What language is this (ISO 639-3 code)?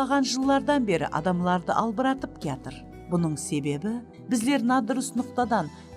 kaa